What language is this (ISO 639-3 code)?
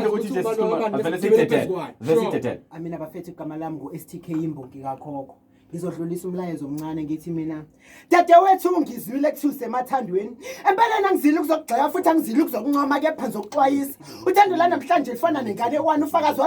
zul